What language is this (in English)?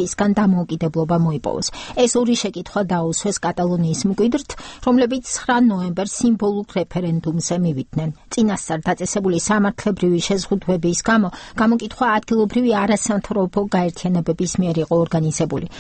Georgian